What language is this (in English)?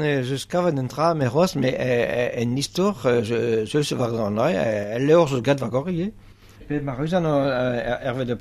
Breton